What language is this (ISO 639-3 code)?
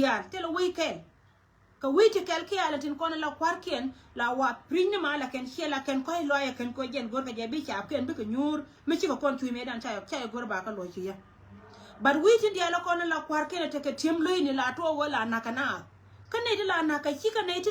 nus